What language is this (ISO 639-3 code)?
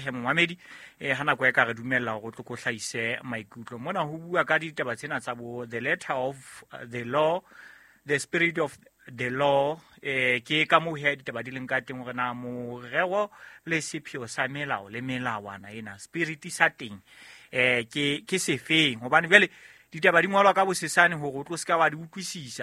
sot